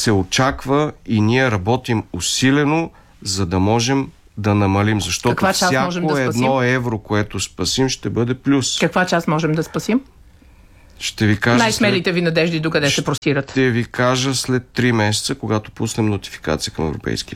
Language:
Bulgarian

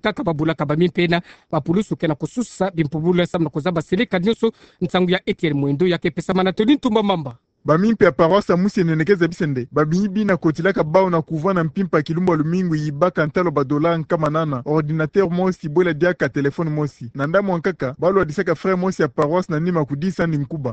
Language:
Kituba (Democratic Republic of Congo)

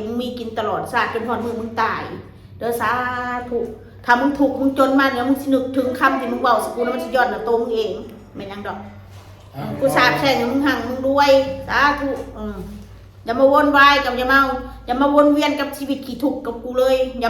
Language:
Northeastern Thai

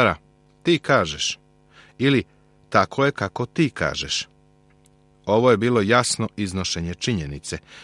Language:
Serbian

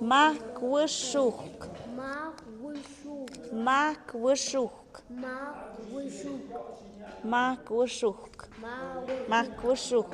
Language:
Tlahuitoltepec Mixe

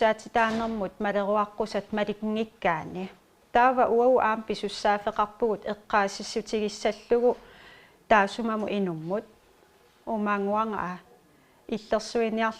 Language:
Kalaallisut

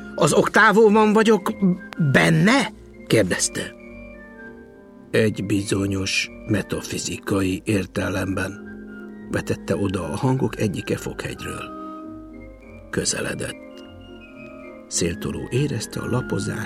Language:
Hungarian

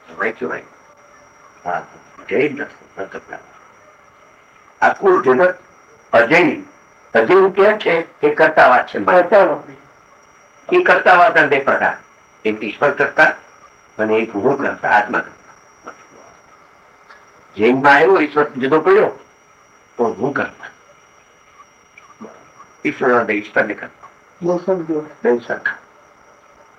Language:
Gujarati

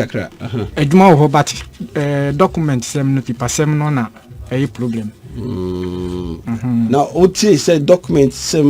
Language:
Akan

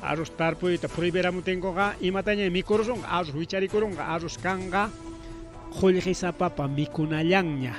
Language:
Ayacucho Quechua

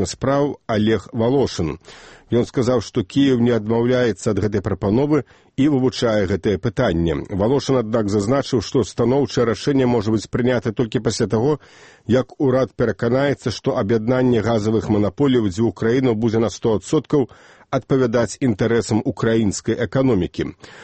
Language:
Belarusian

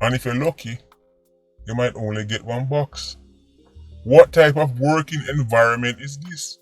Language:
Jamaican Creole English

